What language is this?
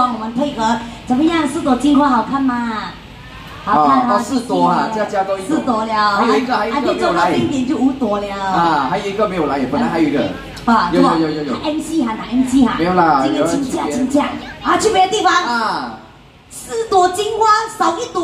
Chinese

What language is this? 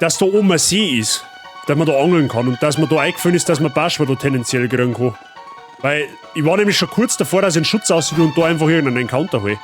Bavarian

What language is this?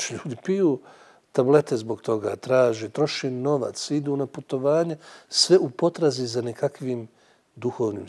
Bosnian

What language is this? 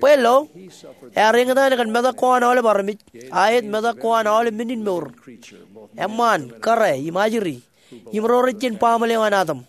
Marshallese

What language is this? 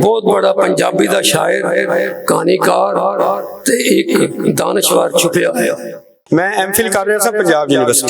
Western Panjabi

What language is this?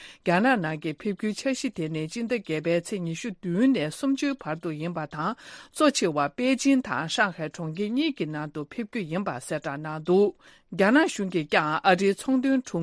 Tibetan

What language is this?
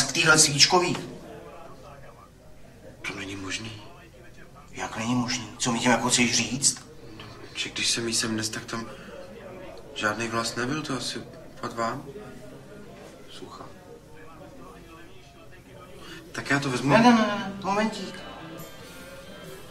Czech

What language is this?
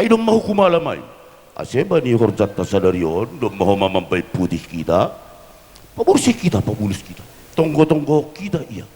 Batak Simalungun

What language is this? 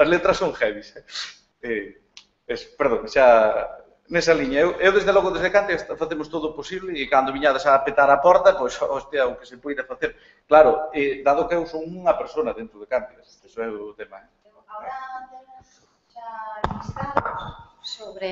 Galician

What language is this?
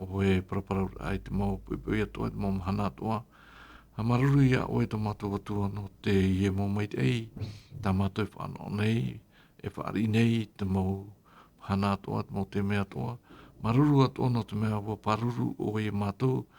Tahitian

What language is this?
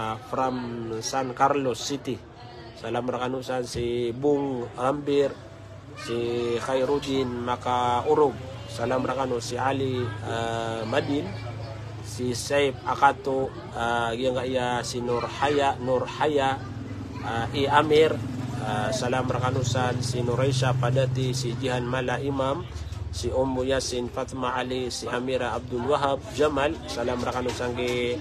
Maranao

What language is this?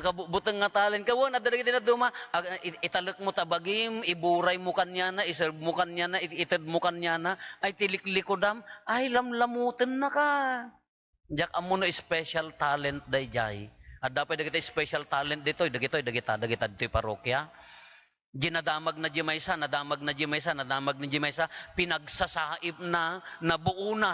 Iloko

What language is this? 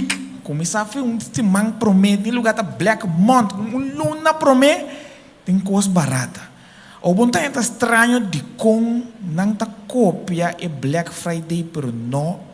Papiamento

